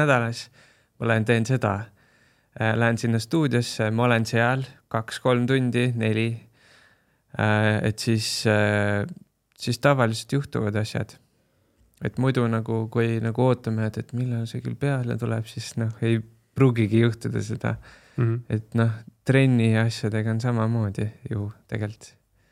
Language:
Estonian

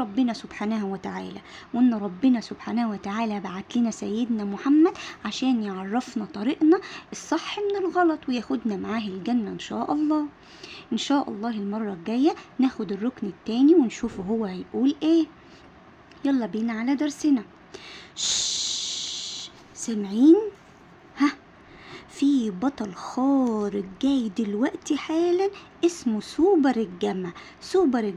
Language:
Egyptian Arabic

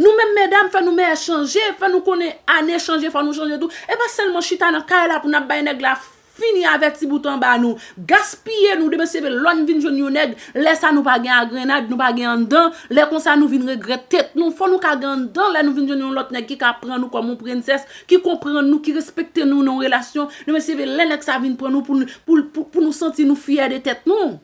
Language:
Haitian Creole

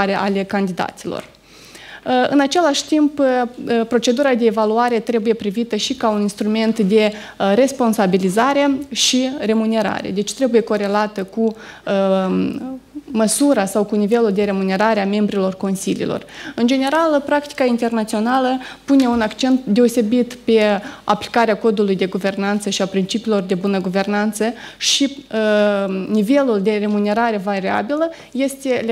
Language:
Romanian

